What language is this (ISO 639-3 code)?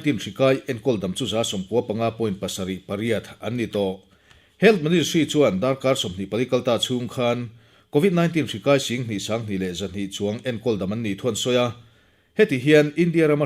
lus